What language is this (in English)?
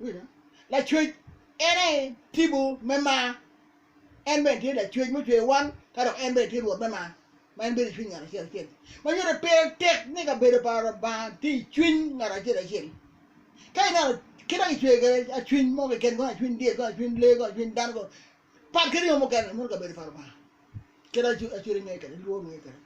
Acoli